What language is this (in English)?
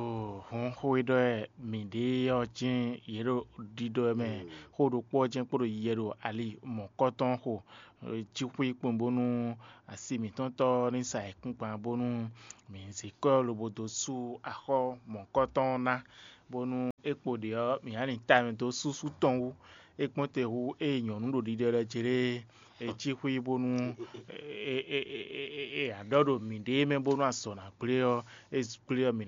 Fon